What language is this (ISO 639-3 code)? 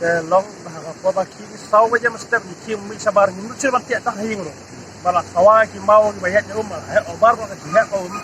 kha